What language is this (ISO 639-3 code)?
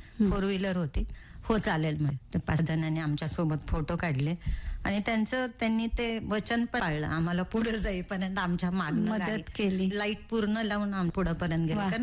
mar